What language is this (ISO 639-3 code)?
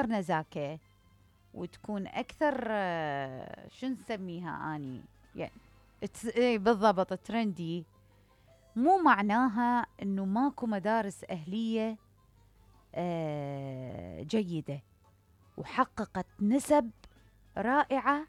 acm